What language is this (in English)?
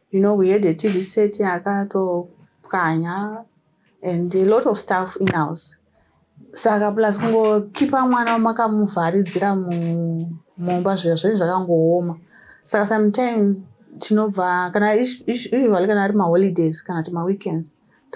Shona